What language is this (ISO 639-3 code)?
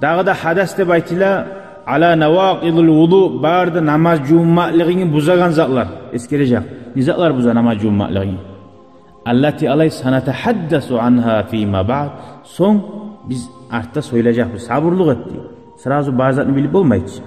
kum